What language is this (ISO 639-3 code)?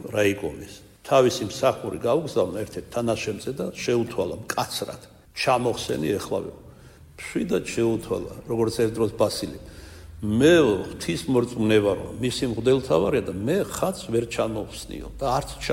kat